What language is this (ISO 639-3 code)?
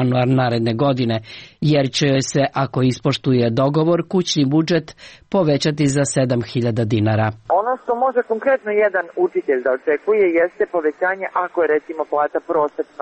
srp